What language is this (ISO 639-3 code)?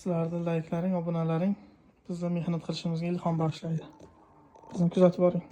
uzb